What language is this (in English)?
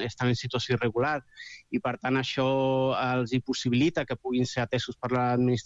Catalan